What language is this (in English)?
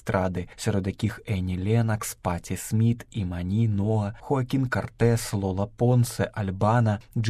Belarusian